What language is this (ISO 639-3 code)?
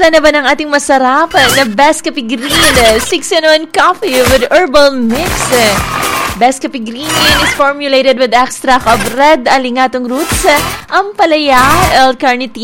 fil